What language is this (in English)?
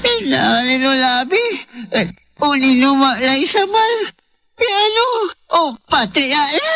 Pangasinan